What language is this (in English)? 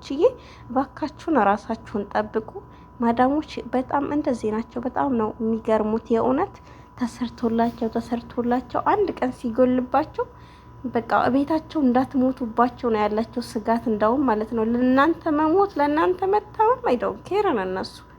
Amharic